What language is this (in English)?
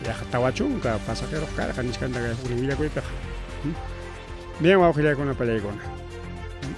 Ayacucho Quechua